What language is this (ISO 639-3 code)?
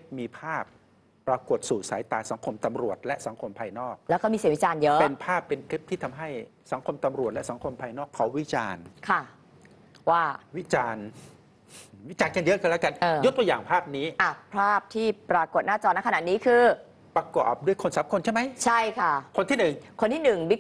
tha